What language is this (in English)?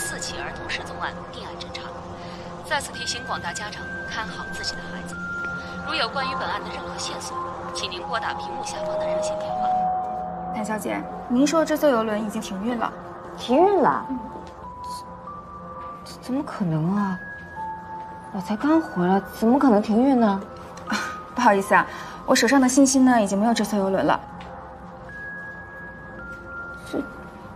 Chinese